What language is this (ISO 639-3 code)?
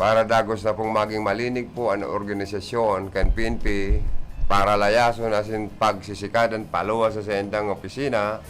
bik